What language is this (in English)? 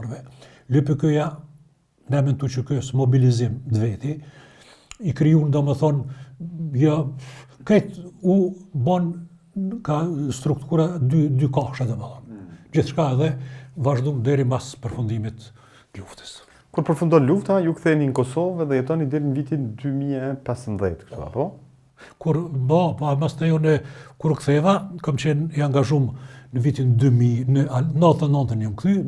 Albanian